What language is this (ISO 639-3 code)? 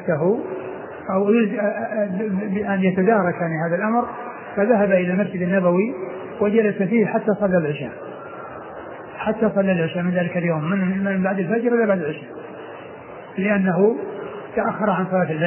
ara